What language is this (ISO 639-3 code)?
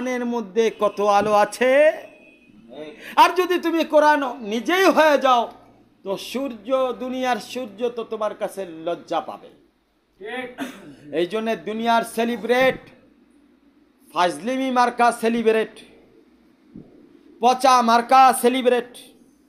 ben